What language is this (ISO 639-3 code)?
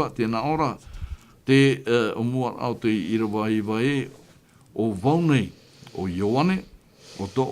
tah